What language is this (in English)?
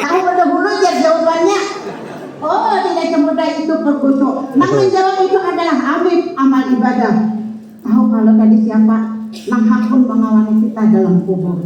Banjar